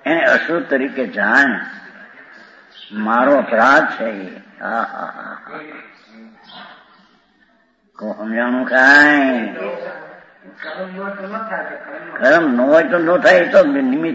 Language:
Gujarati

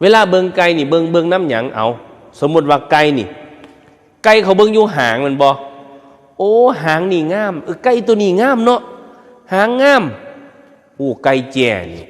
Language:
Northeastern Thai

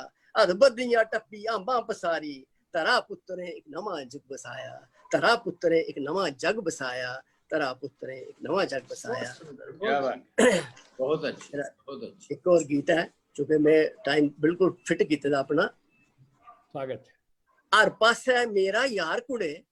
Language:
Dogri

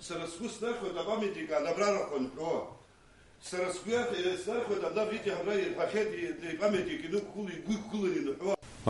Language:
Abkhazian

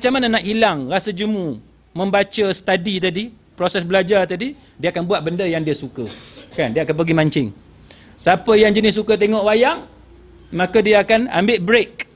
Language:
Malay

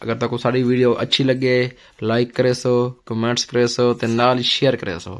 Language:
Saraiki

